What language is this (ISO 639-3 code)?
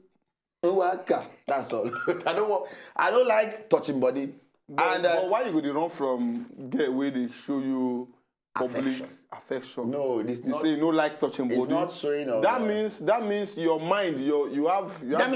pcm